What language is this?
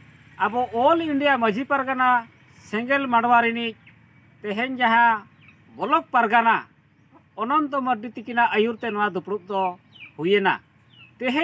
Santali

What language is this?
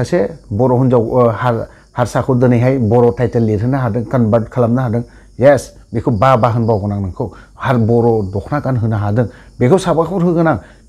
Bodo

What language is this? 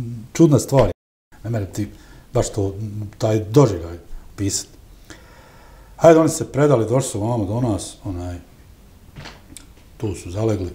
Bosnian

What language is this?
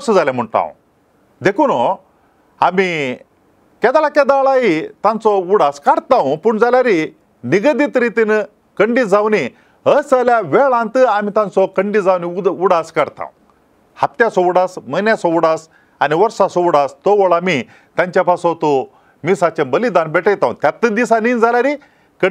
Konkani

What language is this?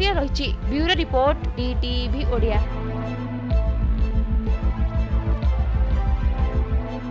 Odia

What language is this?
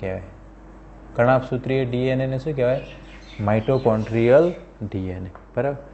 Gujarati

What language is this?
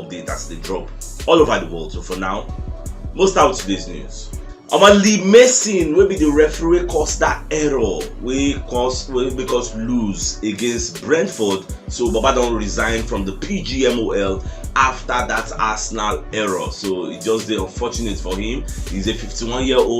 Nigerian Pidgin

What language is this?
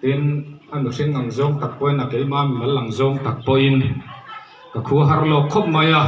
Mizo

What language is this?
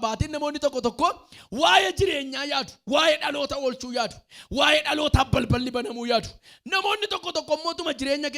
Oromo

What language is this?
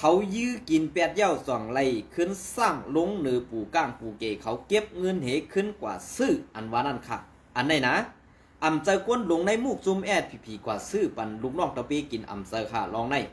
Shan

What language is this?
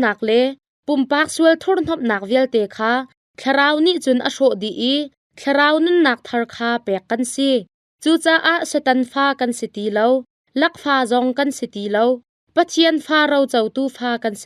Hakha Chin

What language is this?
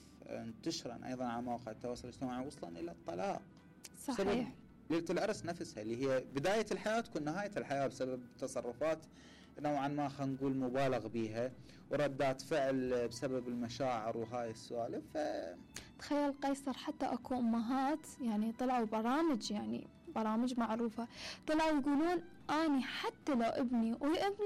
Mesopotamian Arabic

